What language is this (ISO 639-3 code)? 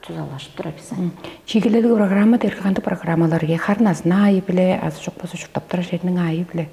tyv